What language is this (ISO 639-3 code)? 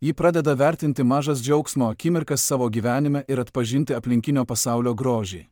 lit